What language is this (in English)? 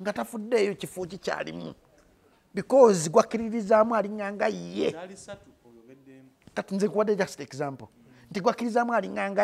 Ganda